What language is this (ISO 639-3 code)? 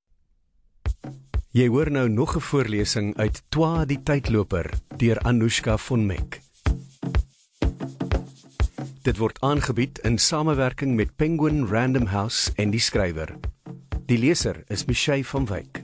afr